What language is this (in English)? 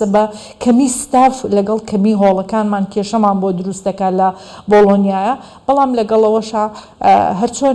Central Kurdish